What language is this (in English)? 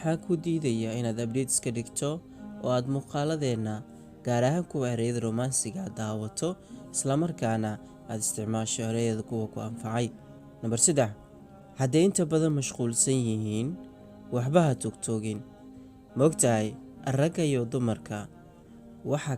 Somali